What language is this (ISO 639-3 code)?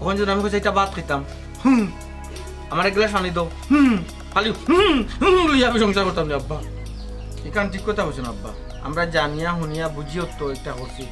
syl